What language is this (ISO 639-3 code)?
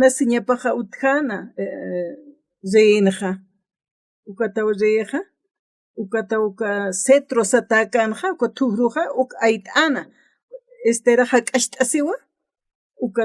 aym